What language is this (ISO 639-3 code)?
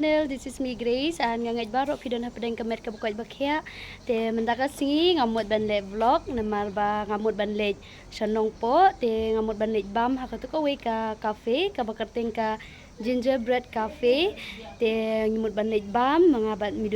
kha